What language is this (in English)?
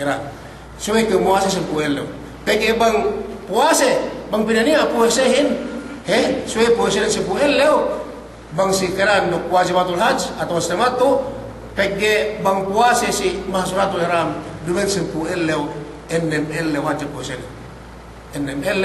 Yakan